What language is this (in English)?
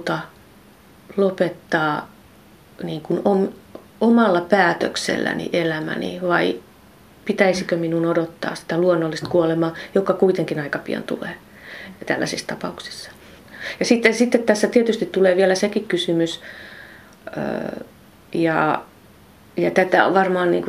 Finnish